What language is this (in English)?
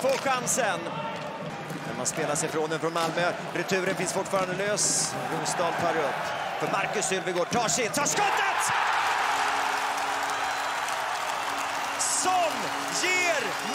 Swedish